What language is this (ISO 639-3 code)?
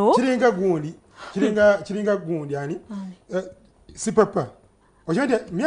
lug